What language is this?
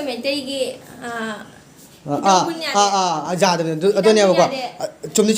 Manipuri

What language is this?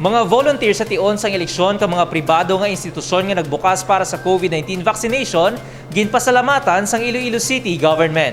Hiligaynon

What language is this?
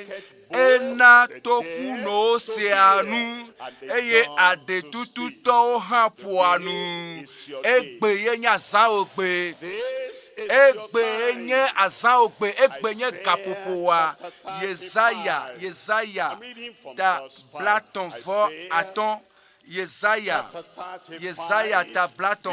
Ewe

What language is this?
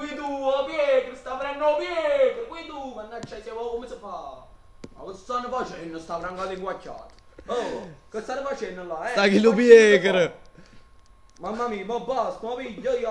Neapolitan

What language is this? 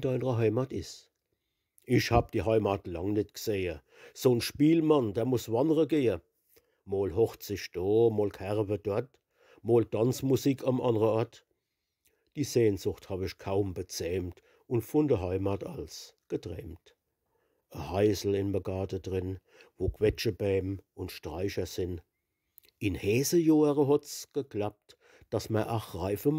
Palatine German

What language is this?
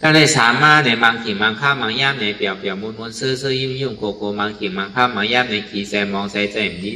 Shan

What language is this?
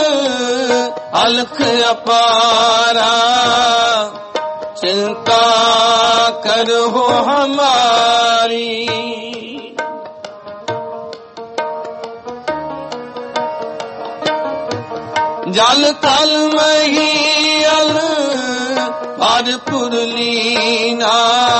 Punjabi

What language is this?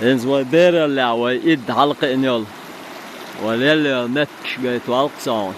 Chechen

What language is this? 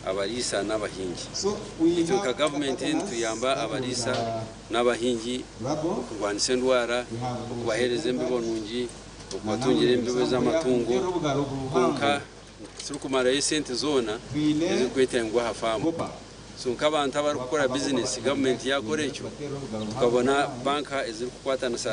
Nyankole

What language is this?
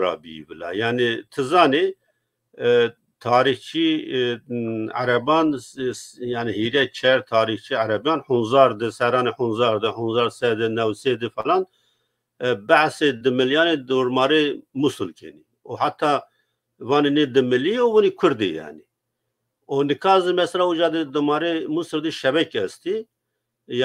Zaza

